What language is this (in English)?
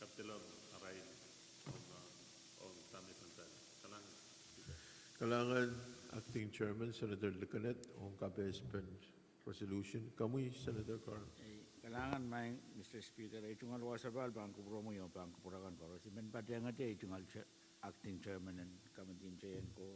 Pohnpeian